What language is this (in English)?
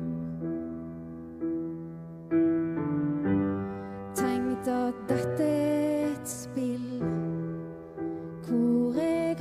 Norwegian